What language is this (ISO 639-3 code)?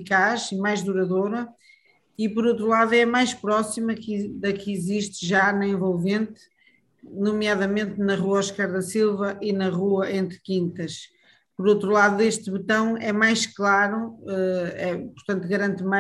por